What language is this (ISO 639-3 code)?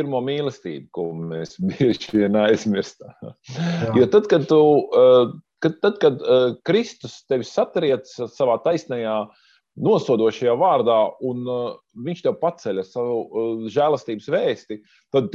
lav